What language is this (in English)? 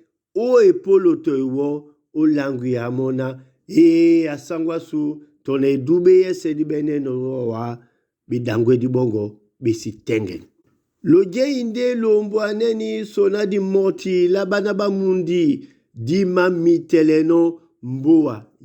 Duala